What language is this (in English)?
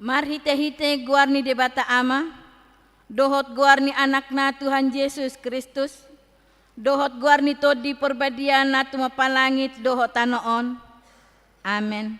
Batak Toba